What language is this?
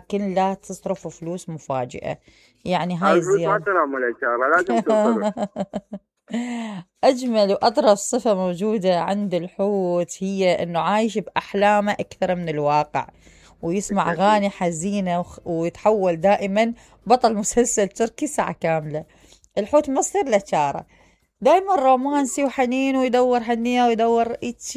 Mesopotamian Arabic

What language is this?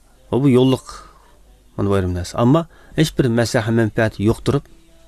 Uyghur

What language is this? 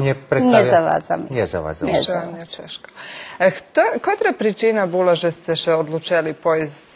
Rusyn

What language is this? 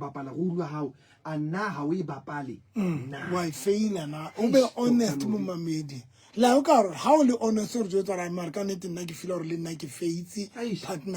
Southern Sotho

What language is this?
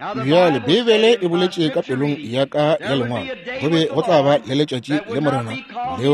Northern Sotho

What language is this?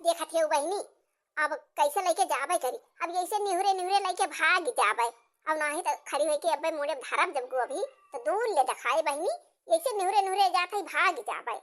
Awadhi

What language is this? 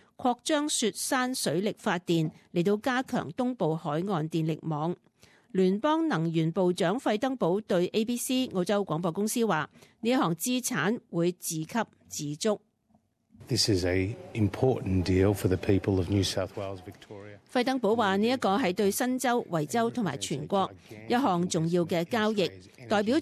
Cantonese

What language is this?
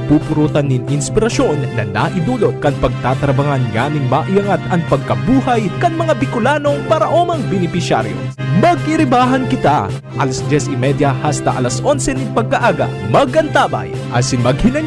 Bikol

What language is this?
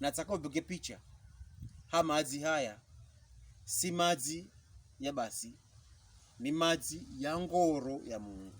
Pokomo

